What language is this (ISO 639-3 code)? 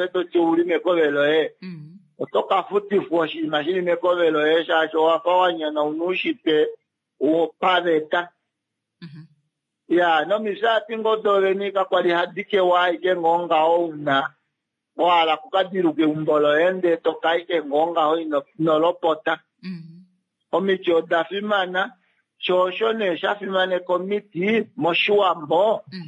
kua